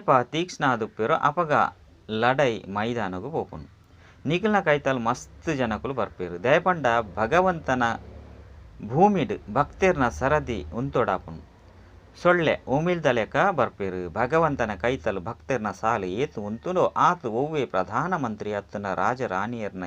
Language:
Tulu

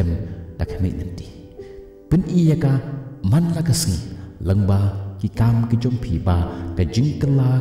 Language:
Khasi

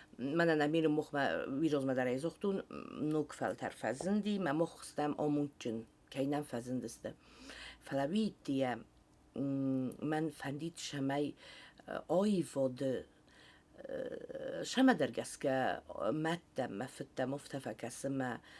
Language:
Ossetic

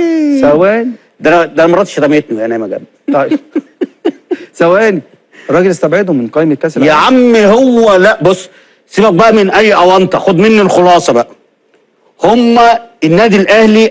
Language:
Egyptian Arabic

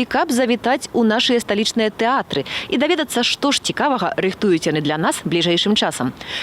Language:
Belarusian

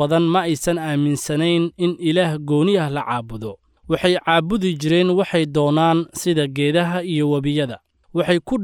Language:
Somali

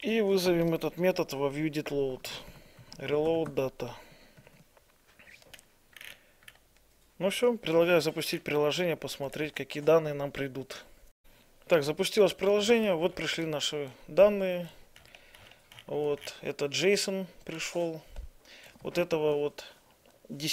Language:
Russian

